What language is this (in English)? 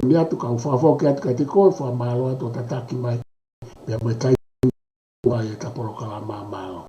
Tongan